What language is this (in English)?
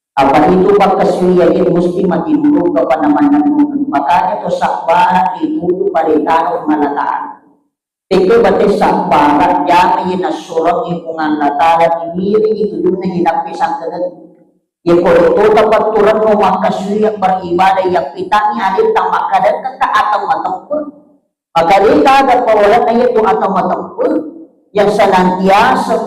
Buginese